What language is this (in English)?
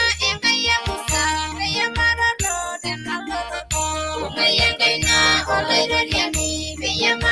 Masai